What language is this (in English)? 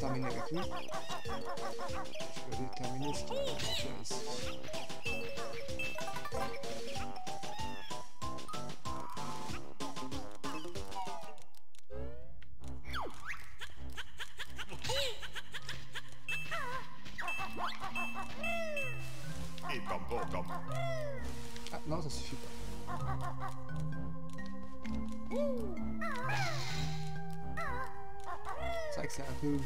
French